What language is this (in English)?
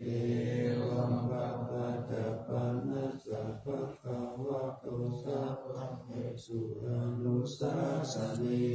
Pali